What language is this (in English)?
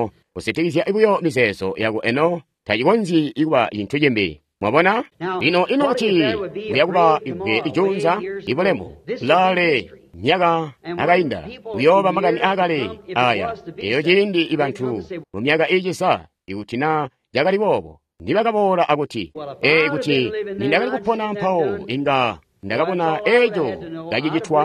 Tonga (Zambia)